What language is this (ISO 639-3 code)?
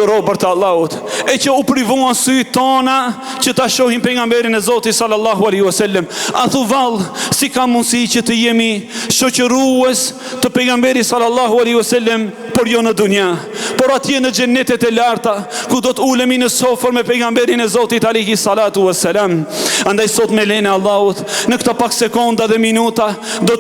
sqi